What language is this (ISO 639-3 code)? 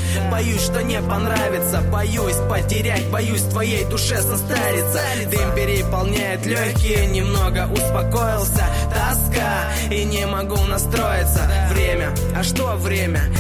rus